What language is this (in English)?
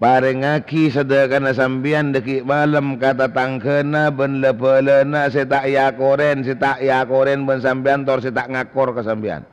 Madurese